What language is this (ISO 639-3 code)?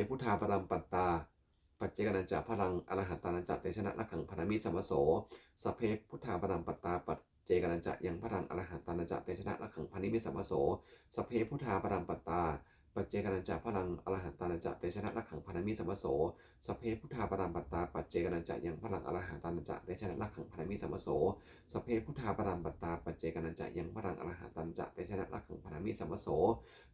pli